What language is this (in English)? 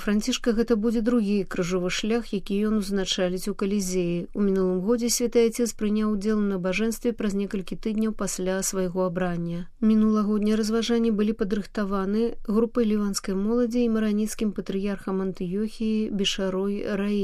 Belarusian